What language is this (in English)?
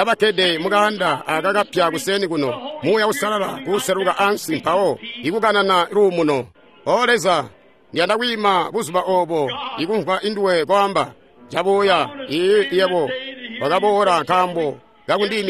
Tonga (Zambia)